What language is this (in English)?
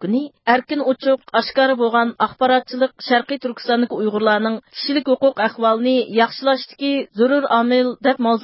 Uyghur